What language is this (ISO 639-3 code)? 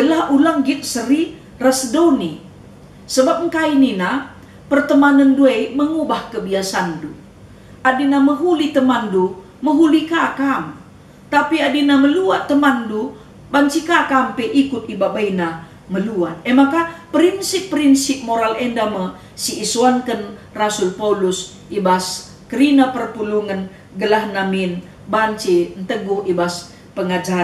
btx